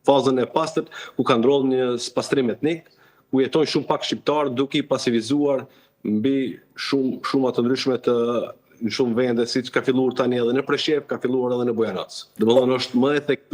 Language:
Albanian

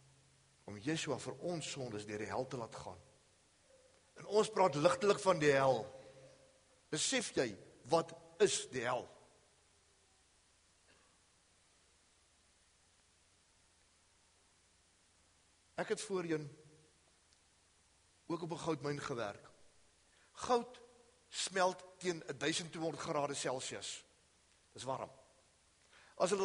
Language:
Afrikaans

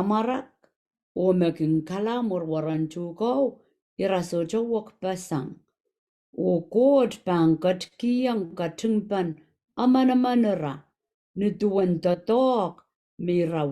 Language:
Pohnpeian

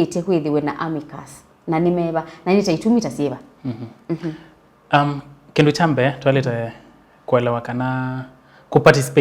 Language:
Kamba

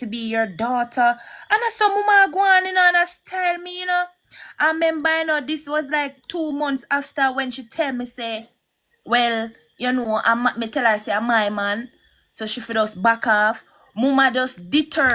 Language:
Jamaican Creole English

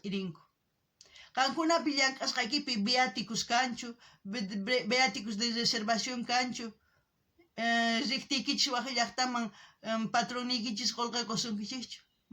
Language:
South Bolivian Quechua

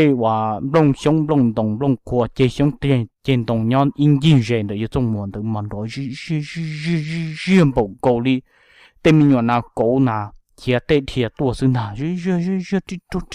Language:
Hmong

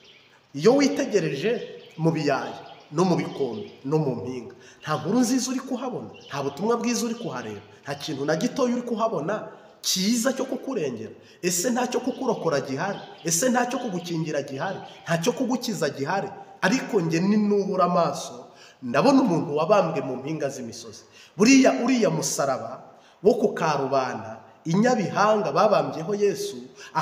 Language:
Kinyarwanda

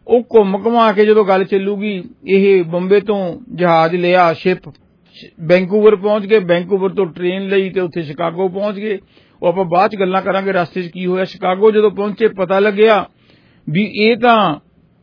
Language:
Punjabi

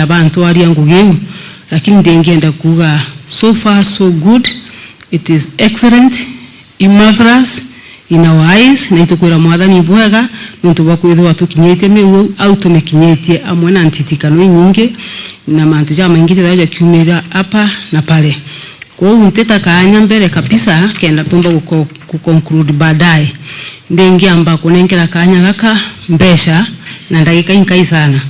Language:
Meru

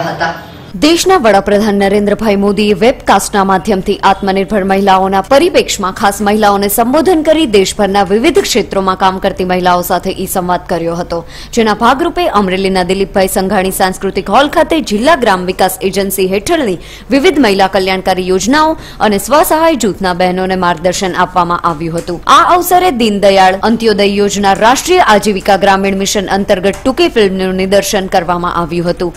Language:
Gujarati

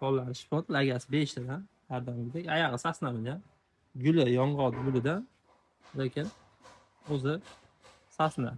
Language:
Uzbek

